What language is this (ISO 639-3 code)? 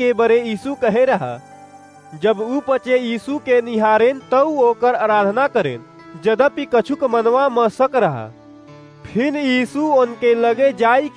awa